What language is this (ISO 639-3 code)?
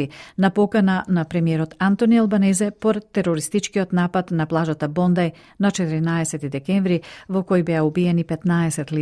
mkd